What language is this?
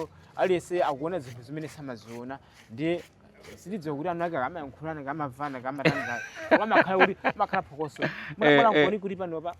Nyanja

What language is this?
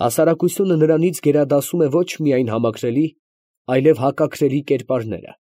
Armenian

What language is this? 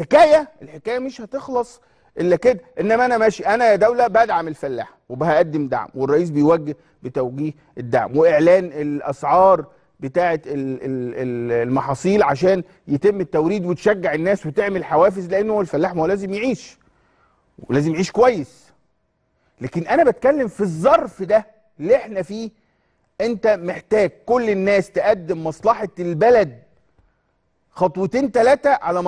Egyptian Arabic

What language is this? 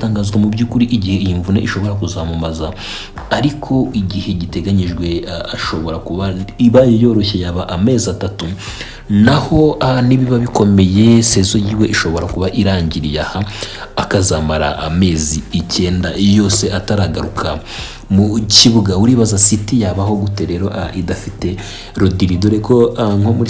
Kinyarwanda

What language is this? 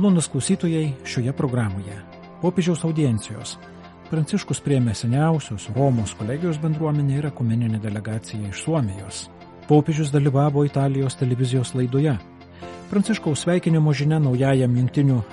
Lithuanian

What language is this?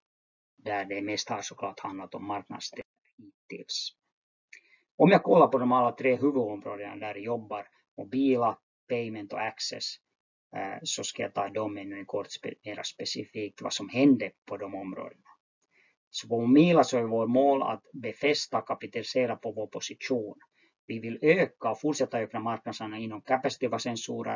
Swedish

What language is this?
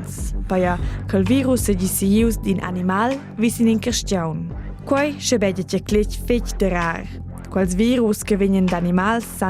Romansh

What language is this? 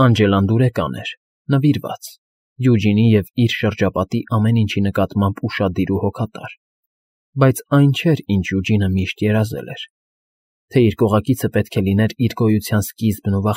Armenian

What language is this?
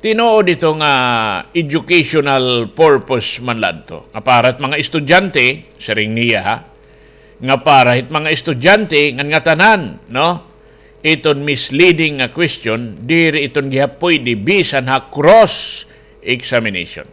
Waray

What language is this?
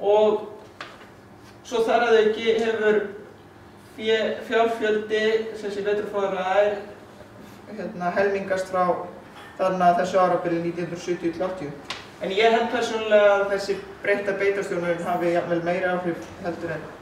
Icelandic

